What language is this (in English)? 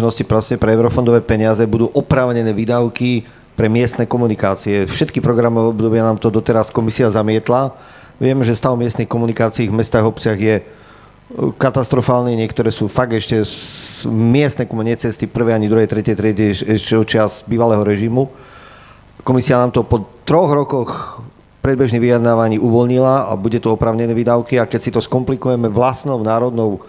Slovak